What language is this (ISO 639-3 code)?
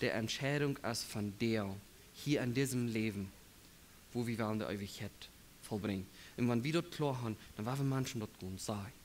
pdt